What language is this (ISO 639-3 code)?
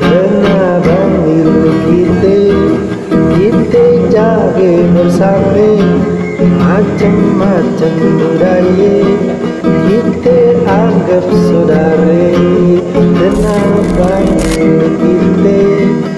bew